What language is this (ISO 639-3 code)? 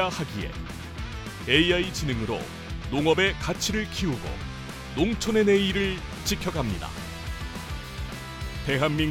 kor